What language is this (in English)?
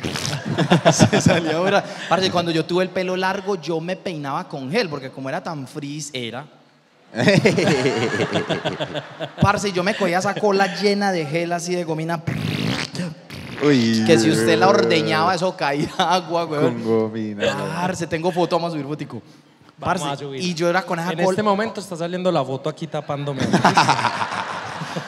Spanish